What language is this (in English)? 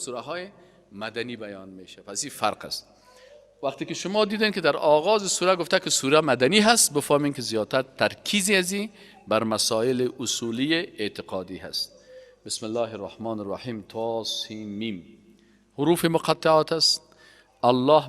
Persian